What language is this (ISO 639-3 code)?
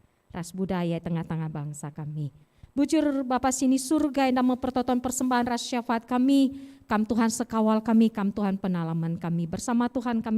btx